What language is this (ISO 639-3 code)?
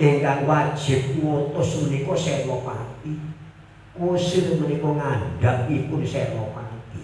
jav